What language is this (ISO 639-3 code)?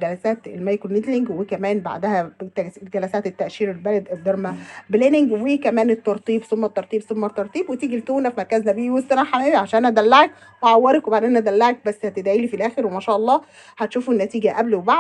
arz